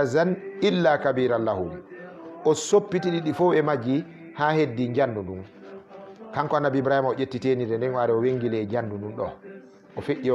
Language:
Fula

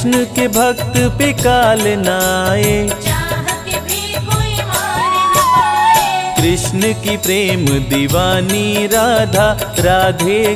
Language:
Hindi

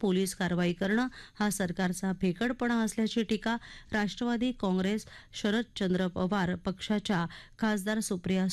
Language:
Marathi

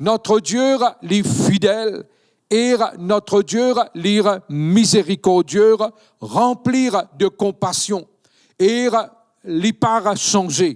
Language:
Morisyen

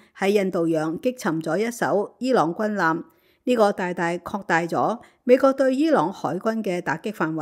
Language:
Cantonese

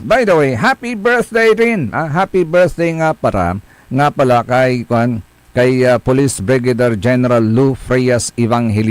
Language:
Pangasinan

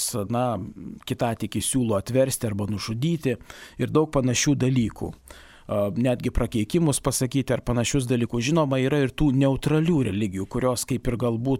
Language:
Lithuanian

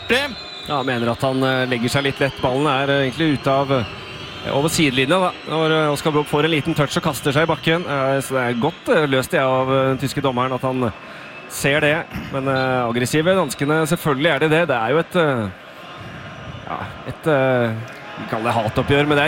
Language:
Norwegian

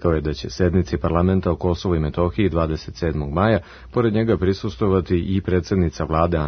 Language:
Serbian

